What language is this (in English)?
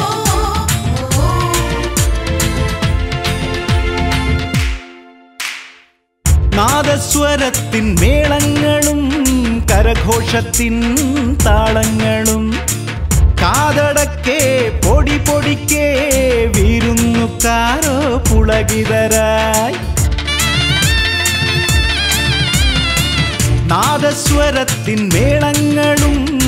Malayalam